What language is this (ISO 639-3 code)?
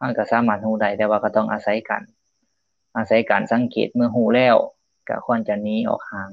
lao